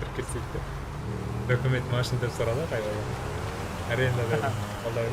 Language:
Kara-Kalpak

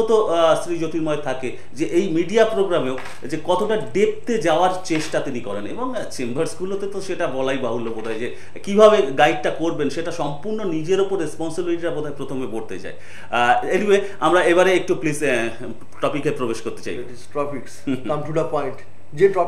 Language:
Bangla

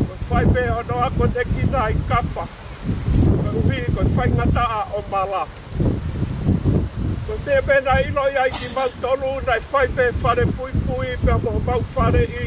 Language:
Tongan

